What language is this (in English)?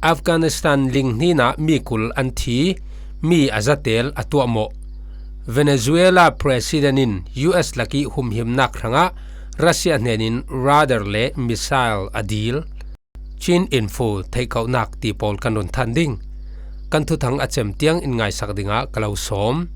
Falam Chin